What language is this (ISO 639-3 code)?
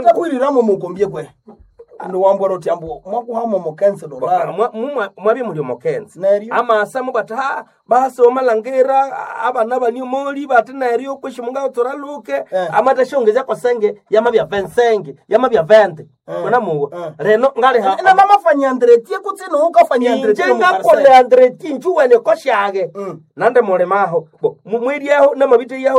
nnb